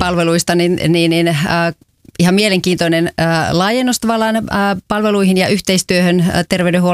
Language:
Finnish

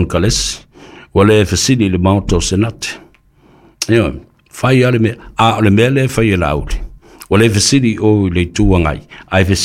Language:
Samoan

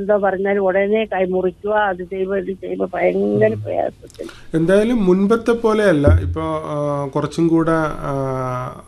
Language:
Malayalam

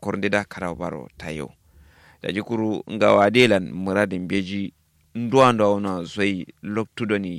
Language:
Kanuri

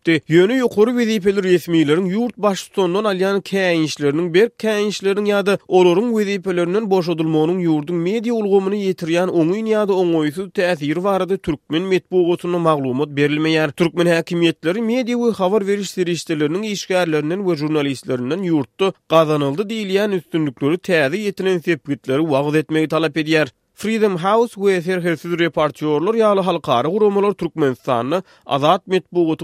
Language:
Turkmen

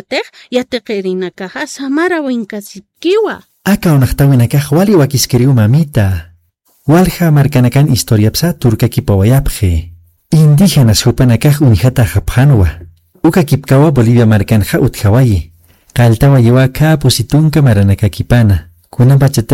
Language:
Aymara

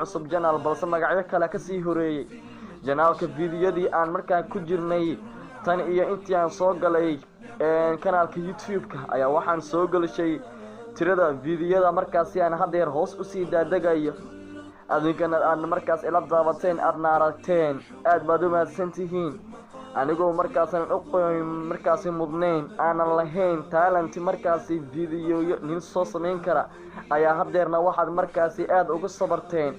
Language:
Somali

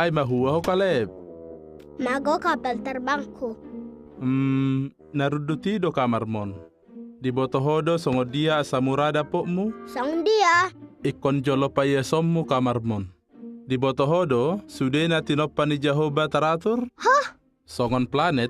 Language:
Batak Toba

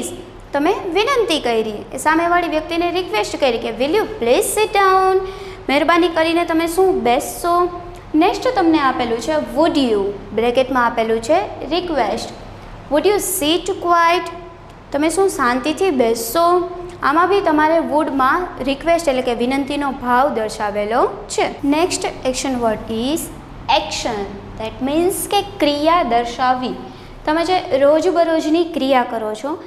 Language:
Gujarati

